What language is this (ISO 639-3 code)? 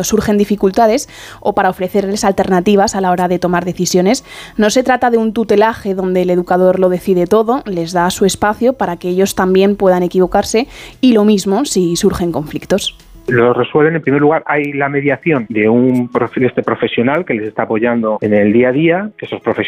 spa